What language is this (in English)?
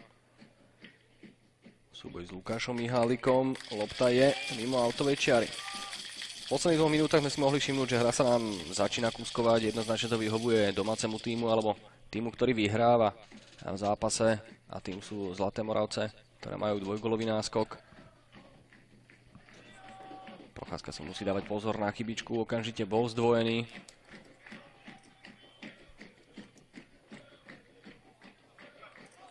Slovak